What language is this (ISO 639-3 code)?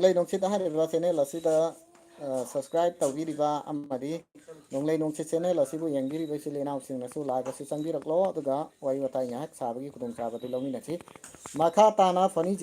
mni